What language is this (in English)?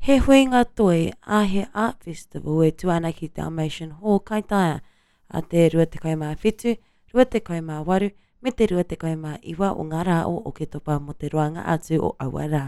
Māori